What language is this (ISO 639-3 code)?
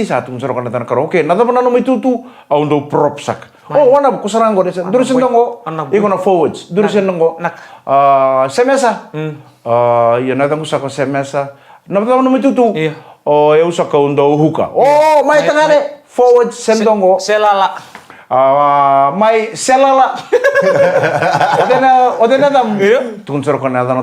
fij